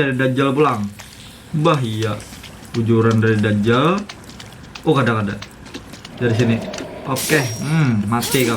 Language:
Banjar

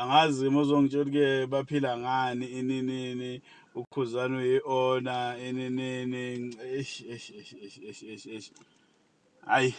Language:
Zulu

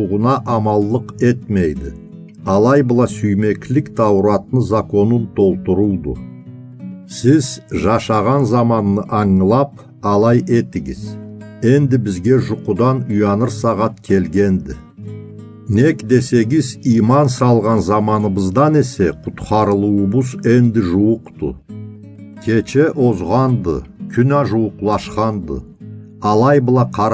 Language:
Karachay-Balkar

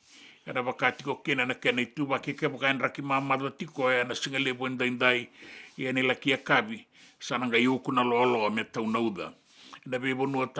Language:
Fijian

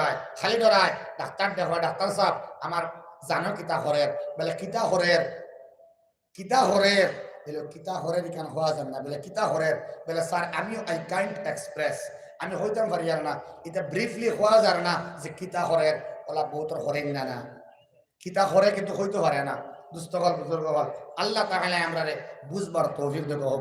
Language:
Sylheti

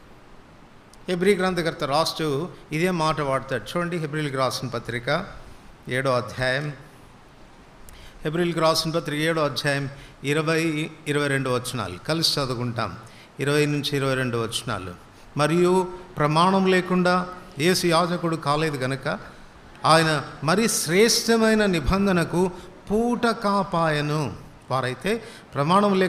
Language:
Telugu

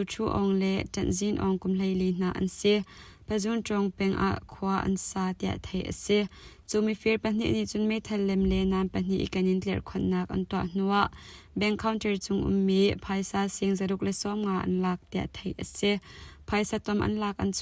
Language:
Hakha Chin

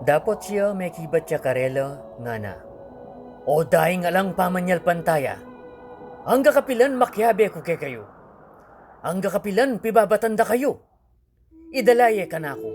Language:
Pampanga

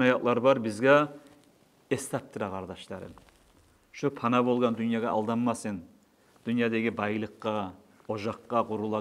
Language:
Kumyk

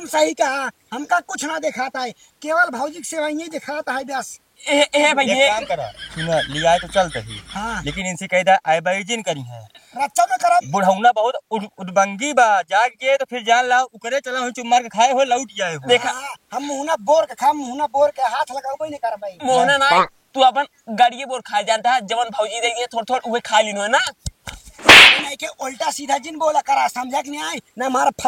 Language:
Awadhi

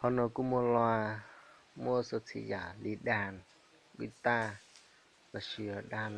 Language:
Hmong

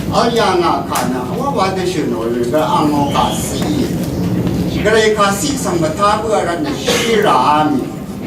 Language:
Rawang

